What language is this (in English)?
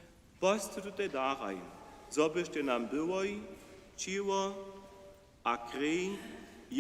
Upper Sorbian